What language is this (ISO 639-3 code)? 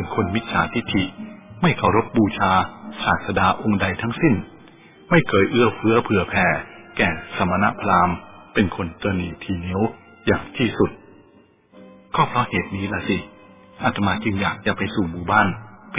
tha